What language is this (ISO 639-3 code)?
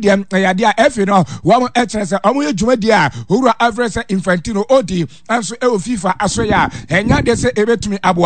aka